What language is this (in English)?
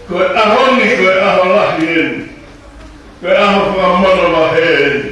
Tongan